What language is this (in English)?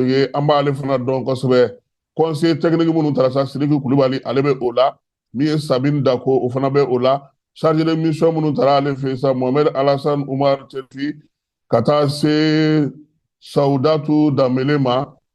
Bambara